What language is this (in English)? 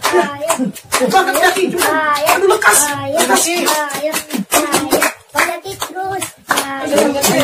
Betawi